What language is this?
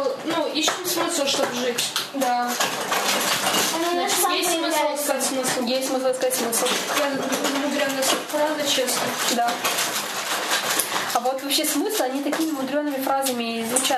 Russian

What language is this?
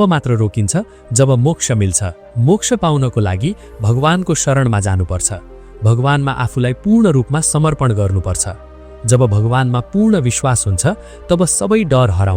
Nepali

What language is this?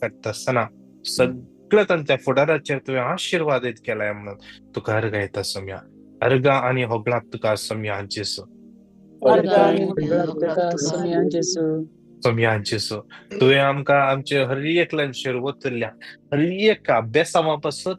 Konkani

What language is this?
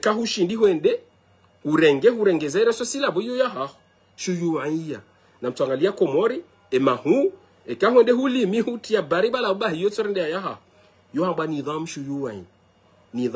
Ngazidja Comorian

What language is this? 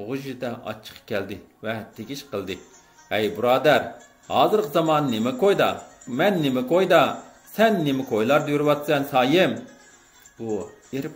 Uyghur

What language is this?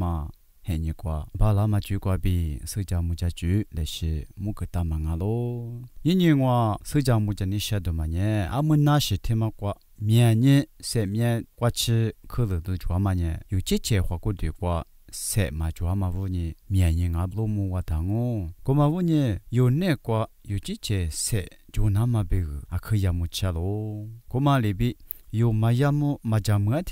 Lisu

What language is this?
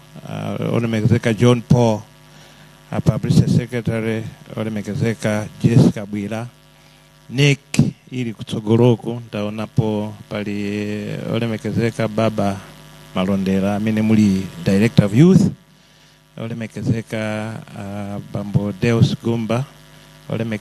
Nyanja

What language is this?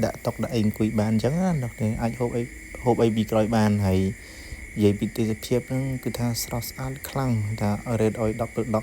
Khmer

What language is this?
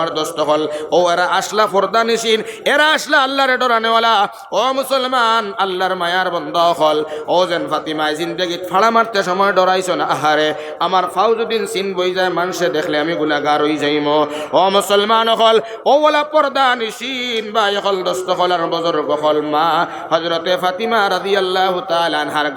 Sylheti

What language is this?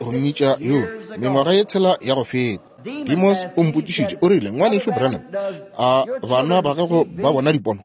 Northern Sotho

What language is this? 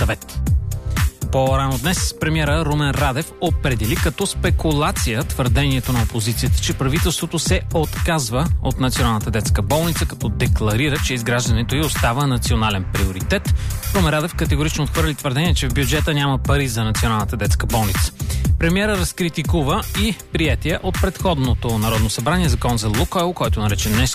Bulgarian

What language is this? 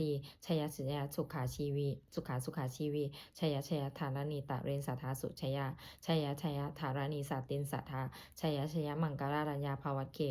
Pali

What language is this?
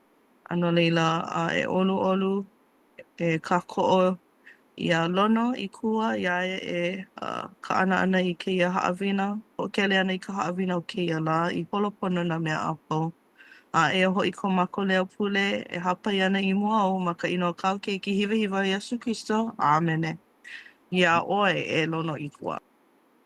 Hawaiian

